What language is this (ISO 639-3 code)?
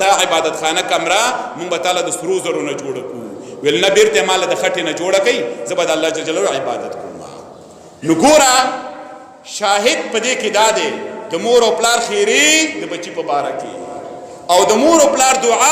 pus